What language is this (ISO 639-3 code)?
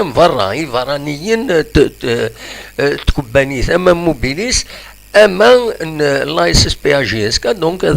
kab